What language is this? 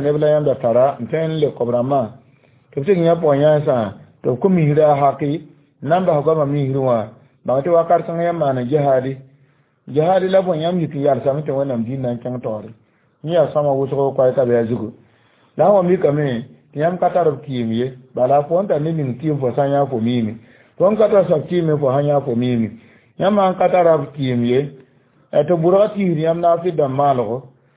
Mossi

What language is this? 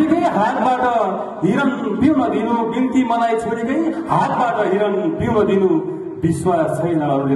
Nepali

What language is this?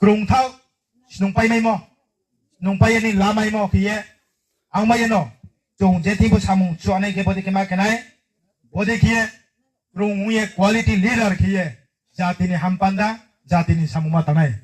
Riang (India)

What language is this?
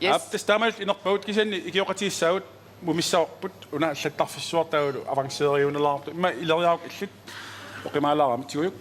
Kalaallisut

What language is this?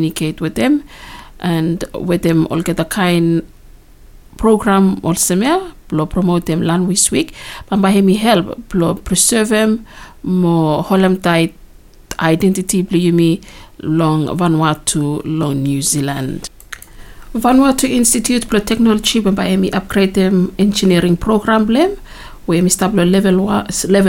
Bislama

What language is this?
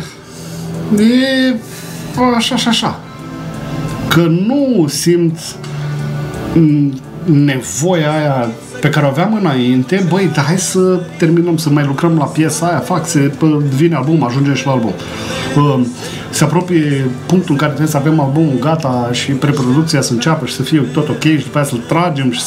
Romanian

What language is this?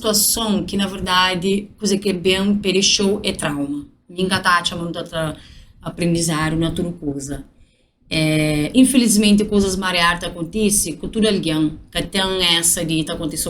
Kabuverdianu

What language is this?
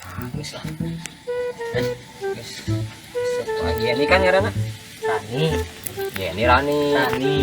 Sundanese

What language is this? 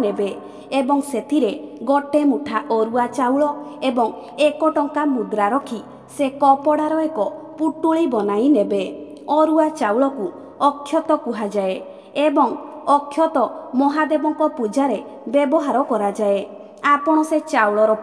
Odia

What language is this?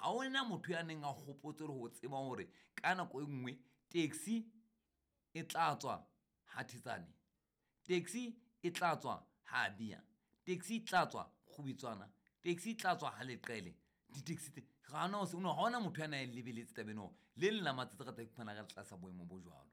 Southern Sotho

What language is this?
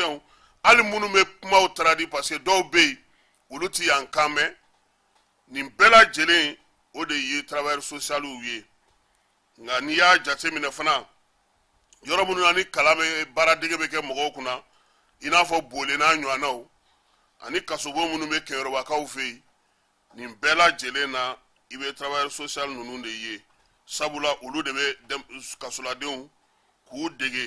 Bambara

